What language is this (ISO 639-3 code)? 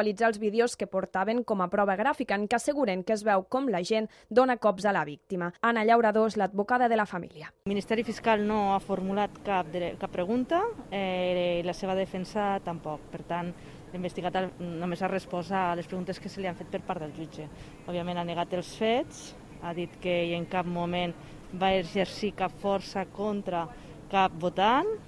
cat